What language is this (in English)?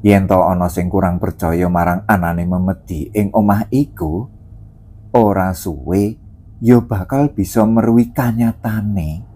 Javanese